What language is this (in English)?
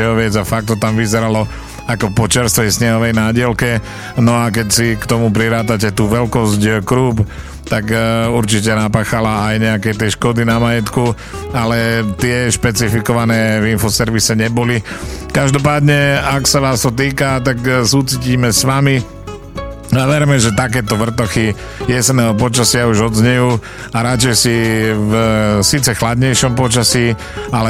Slovak